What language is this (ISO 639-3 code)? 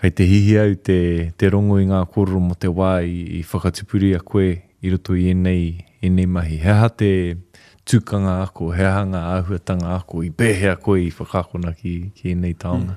mri